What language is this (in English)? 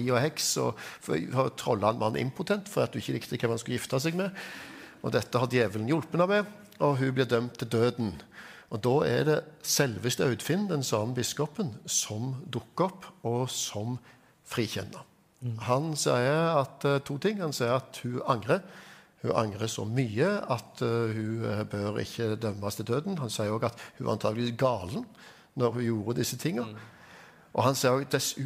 Norwegian